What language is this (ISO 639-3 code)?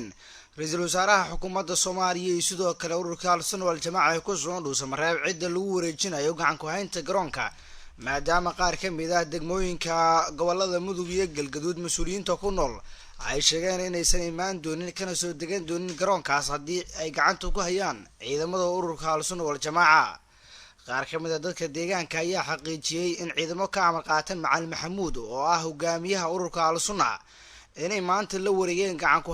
som